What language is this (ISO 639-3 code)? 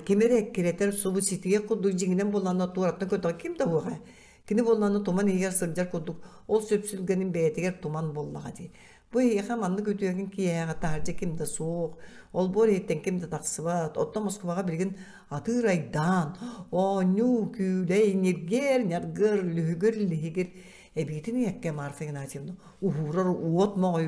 sah